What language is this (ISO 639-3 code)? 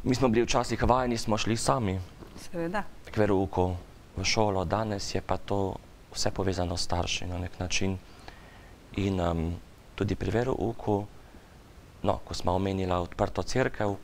slv